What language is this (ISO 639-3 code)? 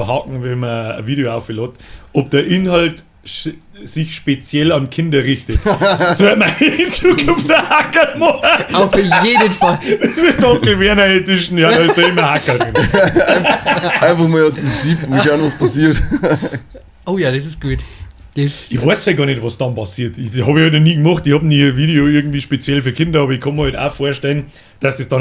bar